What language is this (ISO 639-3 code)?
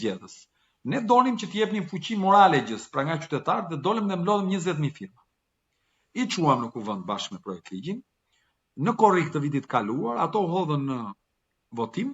sqi